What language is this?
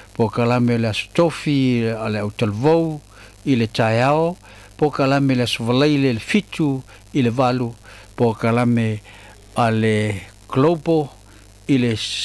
Samoan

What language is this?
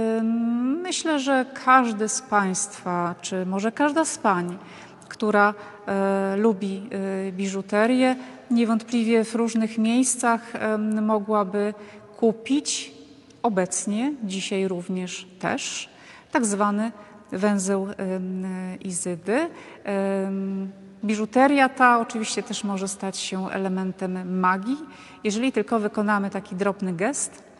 Polish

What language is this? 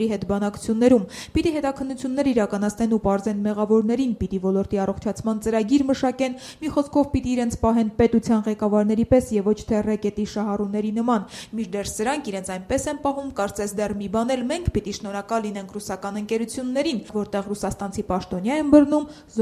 Armenian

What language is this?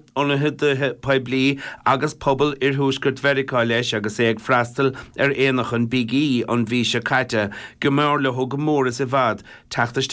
Irish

